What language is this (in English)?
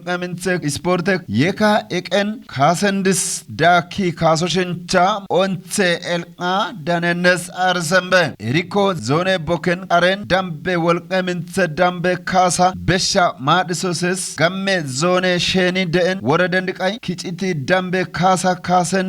Kafa